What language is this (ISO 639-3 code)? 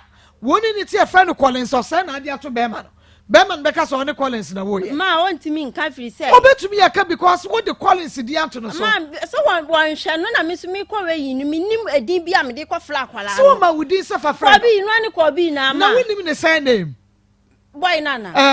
aka